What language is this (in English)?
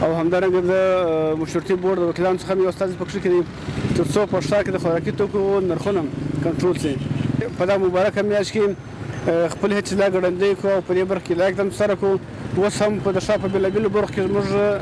Pashto